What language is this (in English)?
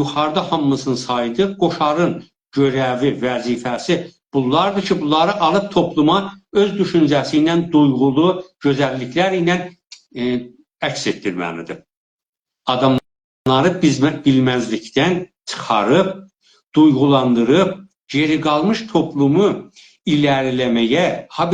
South Azerbaijani